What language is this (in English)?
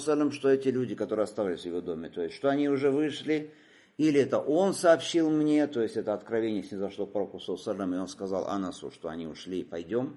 Russian